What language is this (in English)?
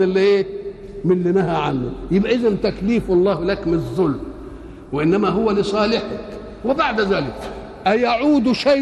Egyptian Arabic